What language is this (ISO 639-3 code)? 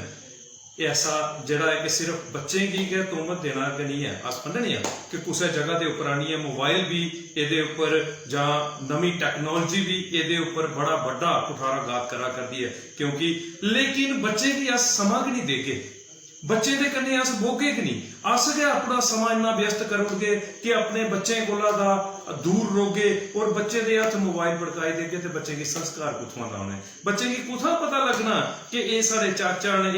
doi